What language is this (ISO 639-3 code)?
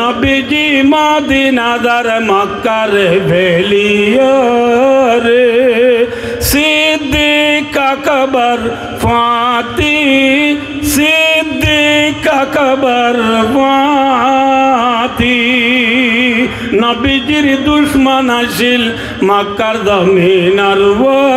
rhg